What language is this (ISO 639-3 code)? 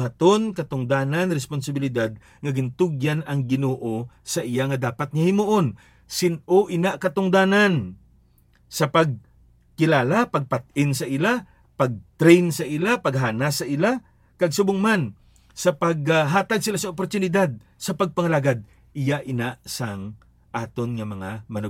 hil